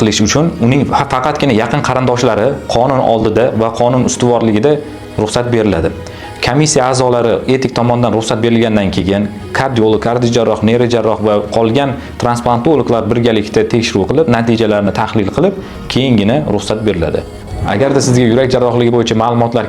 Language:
Uzbek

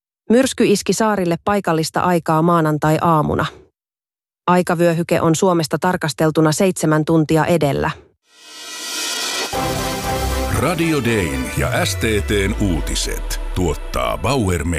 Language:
Finnish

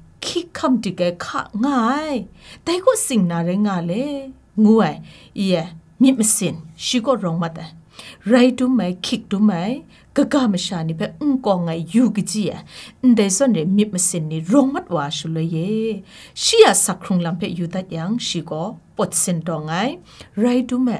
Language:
Kachin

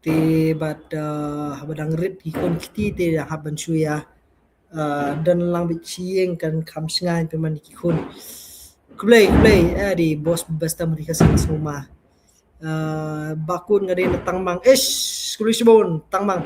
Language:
Khasi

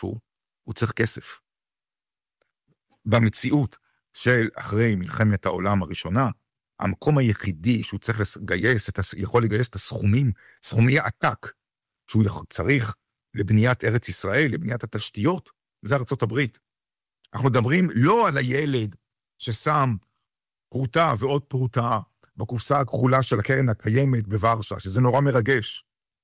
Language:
Hebrew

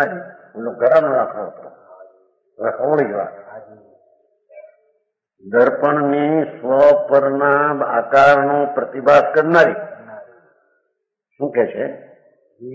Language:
Gujarati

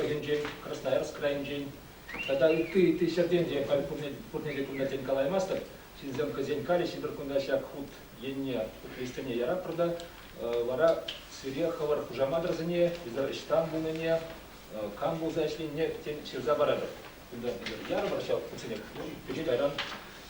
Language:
Chuvash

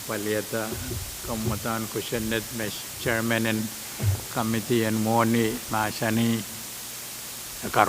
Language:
Pohnpeian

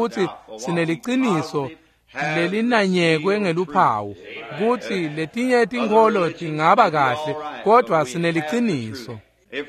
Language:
Swati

